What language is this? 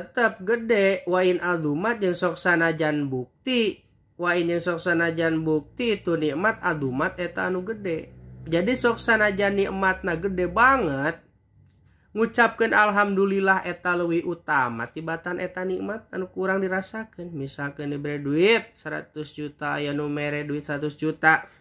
Sundanese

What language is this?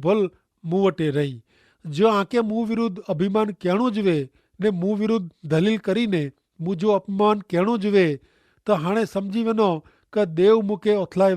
Kachhi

